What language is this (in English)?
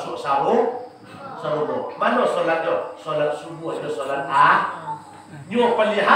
Minangkabau